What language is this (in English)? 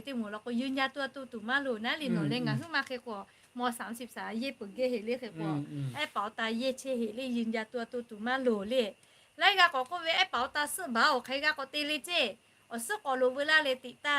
Lahu